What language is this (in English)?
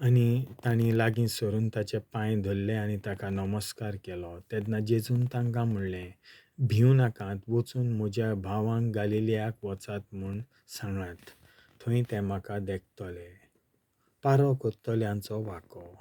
Konkani